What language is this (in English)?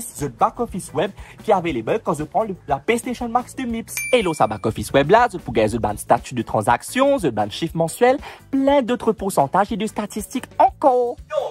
Morisyen